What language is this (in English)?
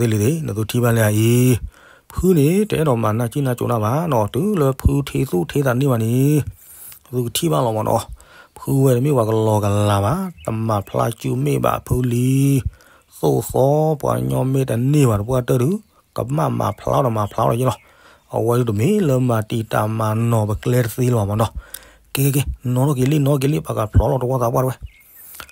S'gaw Karen